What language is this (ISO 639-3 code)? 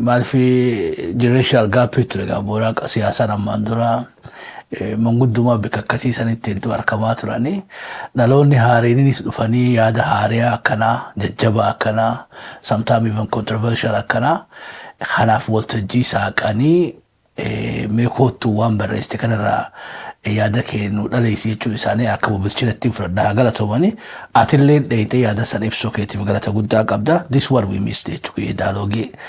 orm